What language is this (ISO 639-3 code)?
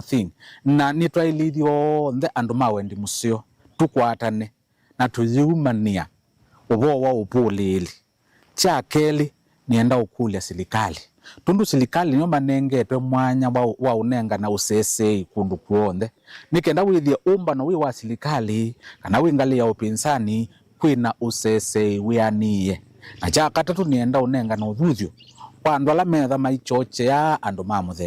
kam